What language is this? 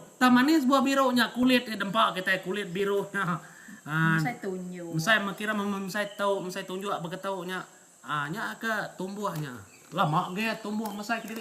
Iban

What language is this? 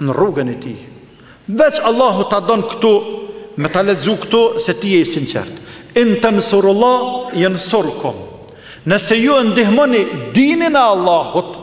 Albanian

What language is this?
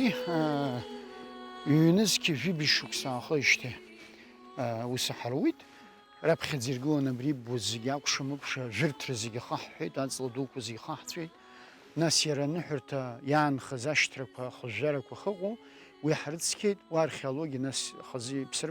Abkhazian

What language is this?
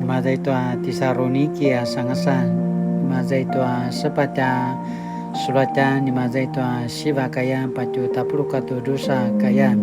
Paiwan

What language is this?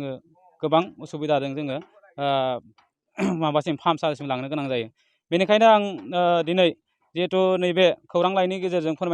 Bodo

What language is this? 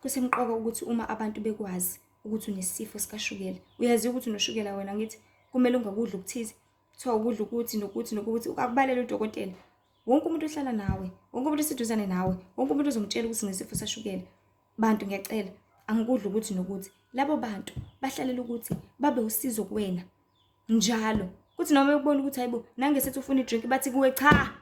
Zulu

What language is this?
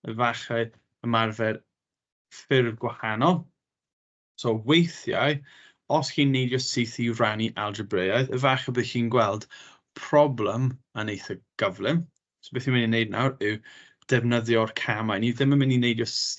Welsh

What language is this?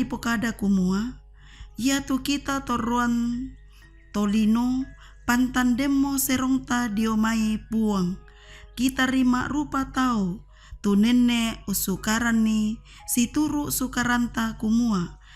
Toraja-Sa'dan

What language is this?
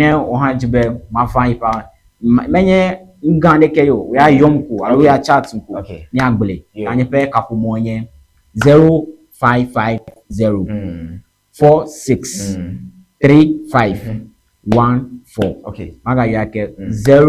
Ewe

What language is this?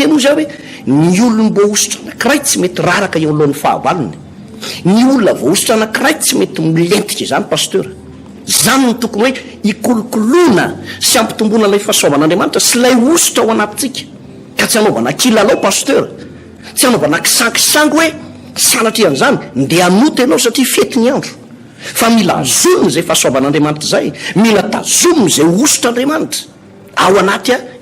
Malagasy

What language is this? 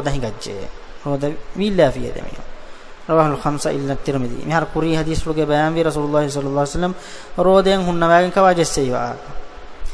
Divehi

